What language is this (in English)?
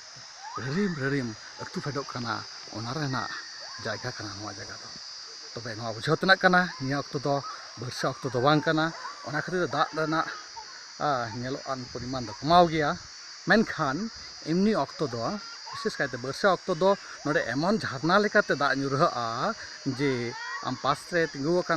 Santali